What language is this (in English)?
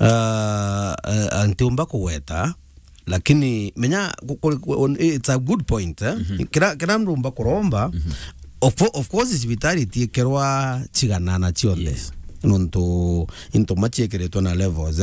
Meru